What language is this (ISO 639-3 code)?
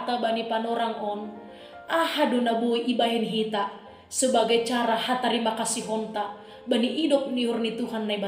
bts